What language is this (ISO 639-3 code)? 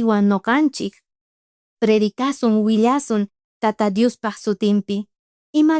quh